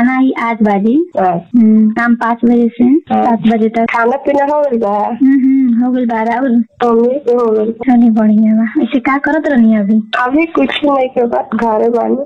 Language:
Bhojpuri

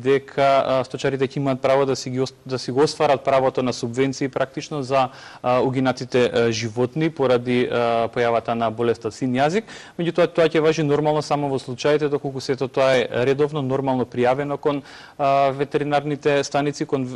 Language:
Macedonian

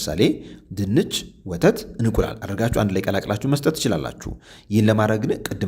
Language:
Amharic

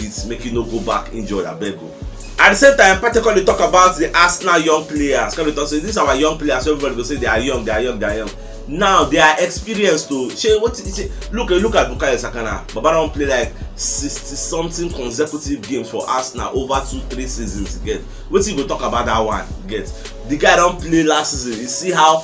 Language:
Nigerian Pidgin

